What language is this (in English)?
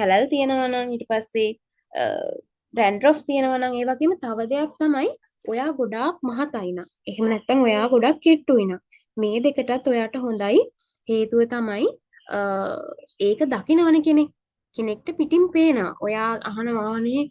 Sinhala